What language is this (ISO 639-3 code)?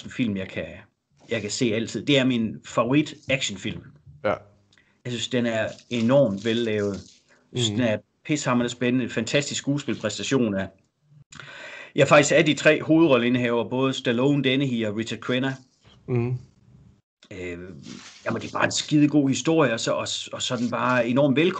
dan